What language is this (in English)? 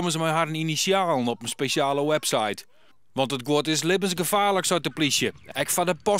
Western Frisian